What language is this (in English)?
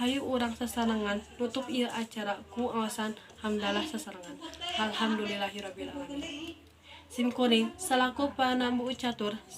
Sundanese